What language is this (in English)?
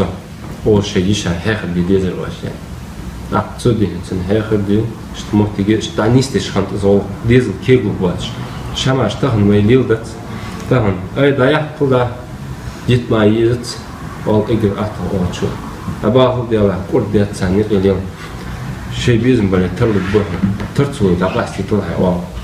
Ingush